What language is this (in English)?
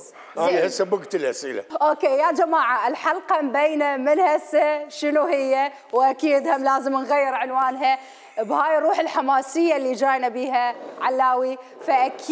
Mesopotamian Arabic